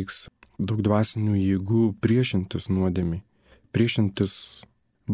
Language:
Lithuanian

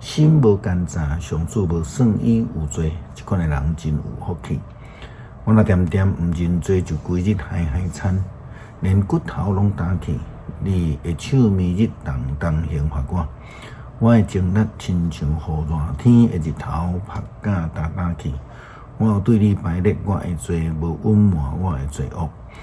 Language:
Min Nan Chinese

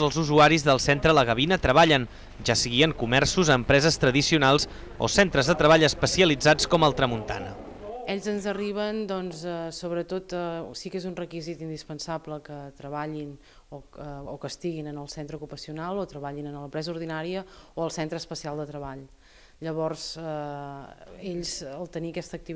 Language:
Catalan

